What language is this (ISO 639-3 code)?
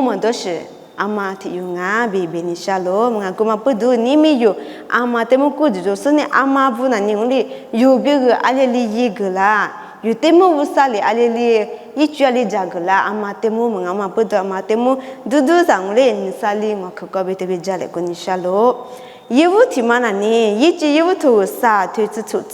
lis